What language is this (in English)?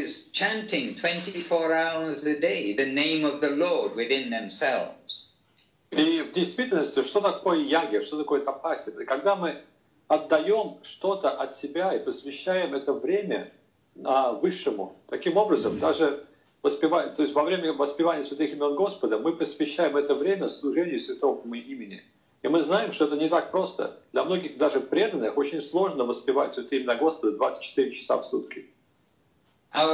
Russian